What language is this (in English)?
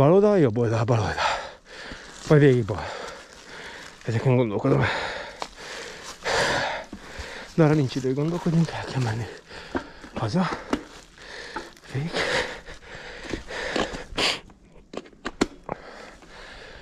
Hungarian